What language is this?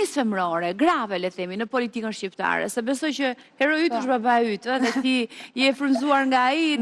Albanian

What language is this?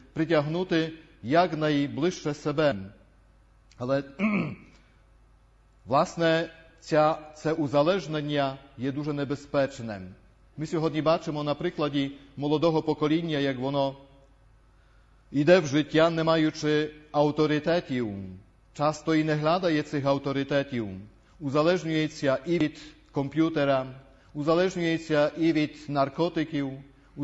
Ukrainian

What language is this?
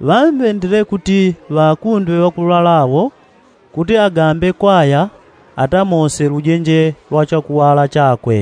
Yao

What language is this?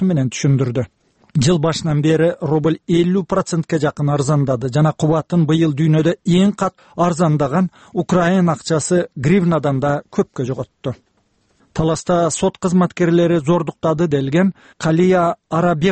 Kyrgyz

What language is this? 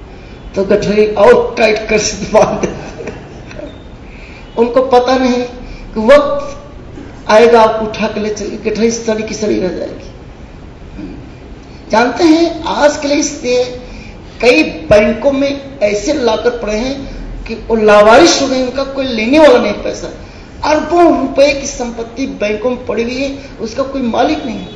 Hindi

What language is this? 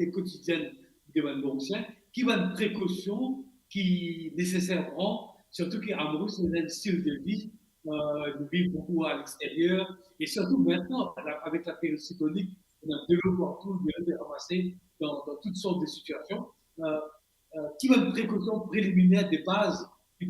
Morisyen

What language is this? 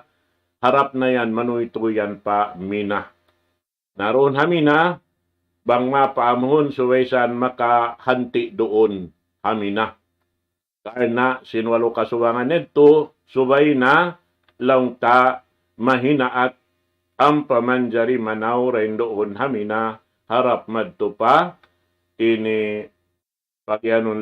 Tausug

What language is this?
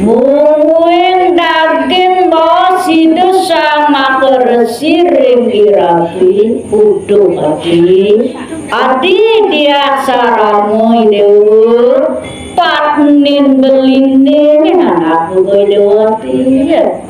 Balinese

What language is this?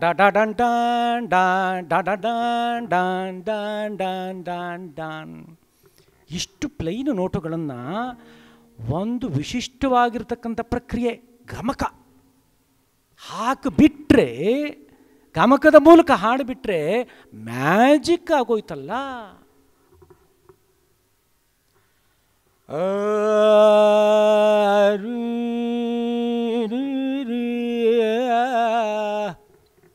Kannada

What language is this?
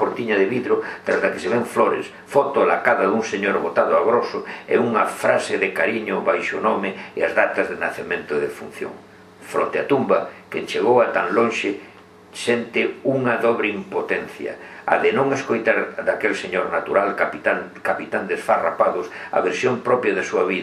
Galician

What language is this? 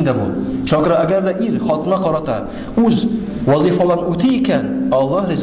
Tatar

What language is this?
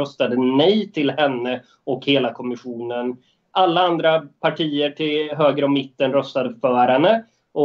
Swedish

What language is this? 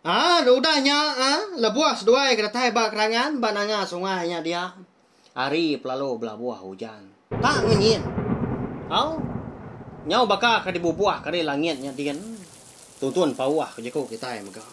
Iban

